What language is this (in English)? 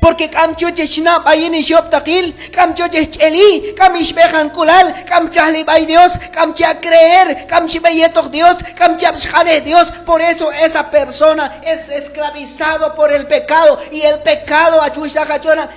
Q'anjob'al